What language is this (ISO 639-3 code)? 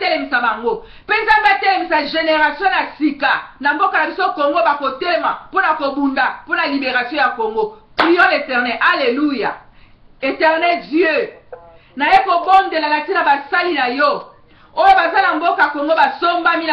lin